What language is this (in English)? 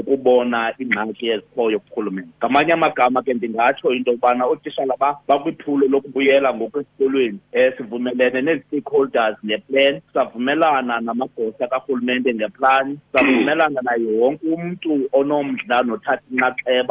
Xhosa